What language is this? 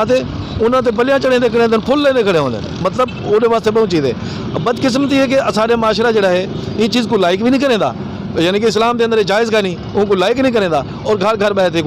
Saraiki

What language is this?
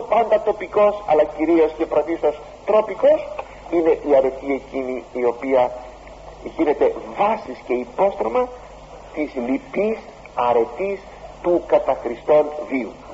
Greek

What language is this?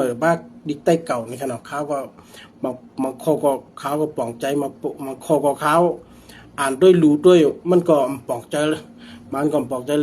Shan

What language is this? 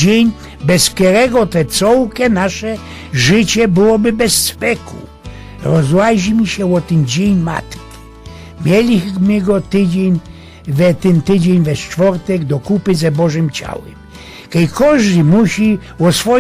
Silesian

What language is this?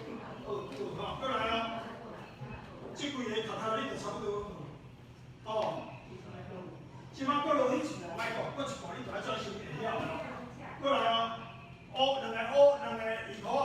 Min Nan Chinese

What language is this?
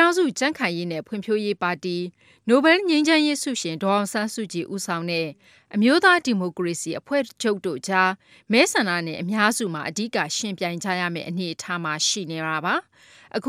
Burmese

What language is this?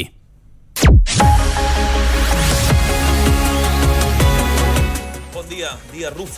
Catalan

